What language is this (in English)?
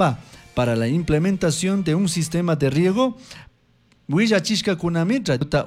Chimborazo Highland Quichua